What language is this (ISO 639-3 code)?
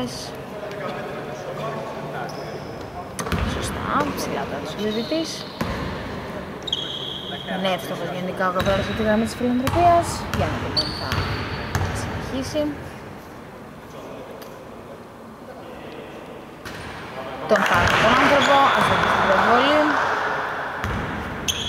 ell